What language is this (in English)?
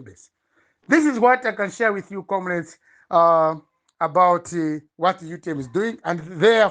Nyanja